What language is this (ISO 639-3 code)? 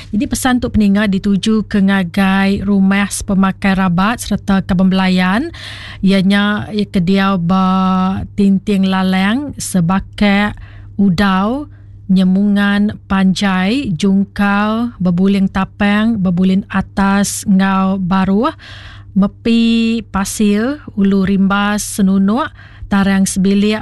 iba